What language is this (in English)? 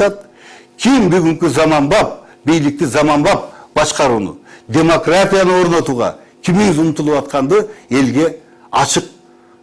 Kyrgyz